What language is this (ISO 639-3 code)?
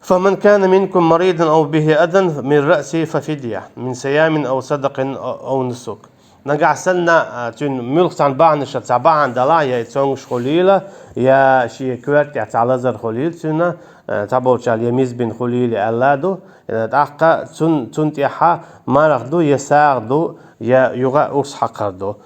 che